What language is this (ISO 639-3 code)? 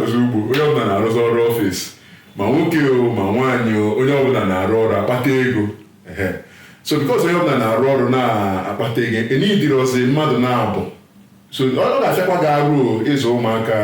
ibo